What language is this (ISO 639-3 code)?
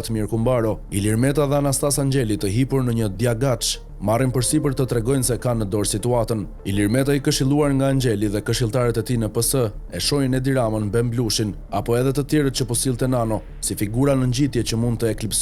sqi